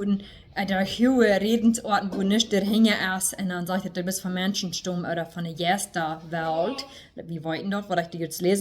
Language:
Plautdietsch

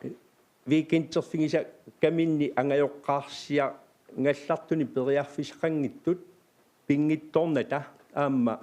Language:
Kalaallisut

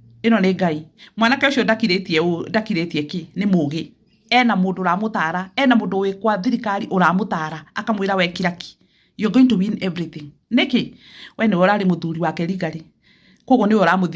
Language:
Kikuyu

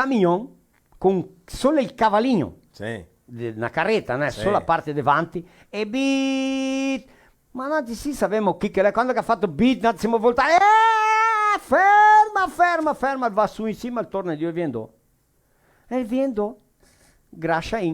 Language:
Venetian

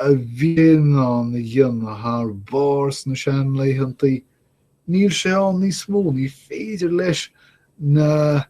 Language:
Irish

